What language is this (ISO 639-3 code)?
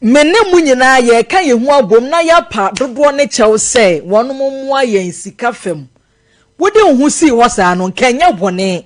aka